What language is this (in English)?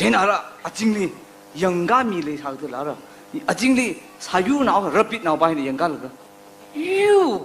Tangkhul Naga (India)